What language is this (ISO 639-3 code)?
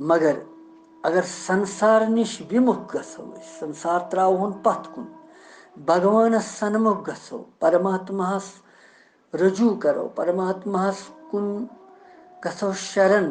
kas